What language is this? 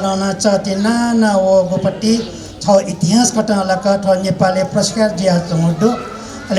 Newari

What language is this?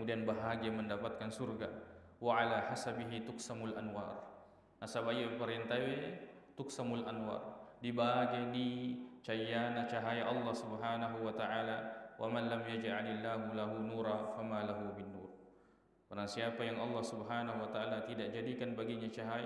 Buginese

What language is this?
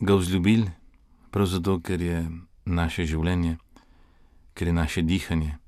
Slovenian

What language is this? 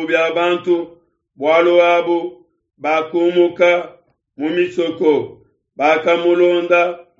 Luba-Lulua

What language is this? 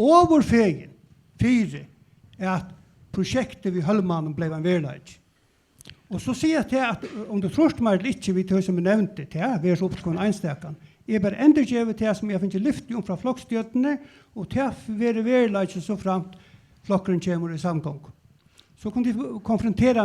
Faroese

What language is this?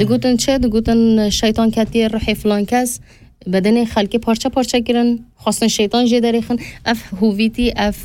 Kurdish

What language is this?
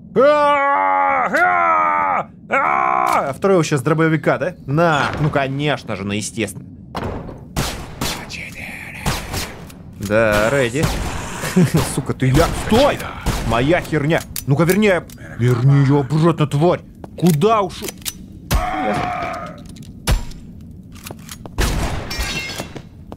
Russian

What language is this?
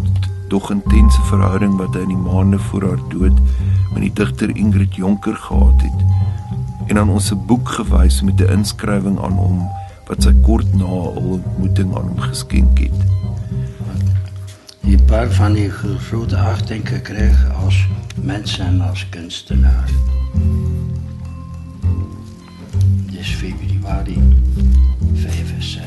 Afrikaans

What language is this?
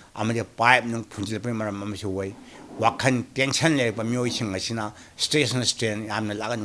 Manipuri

